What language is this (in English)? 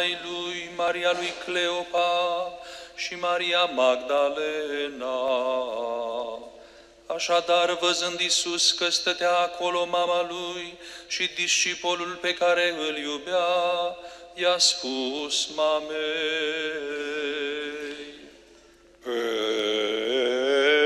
Romanian